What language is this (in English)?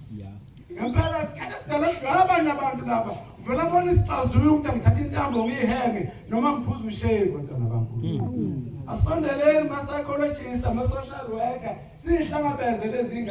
Zulu